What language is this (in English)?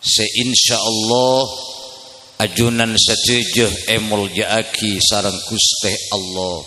Madurese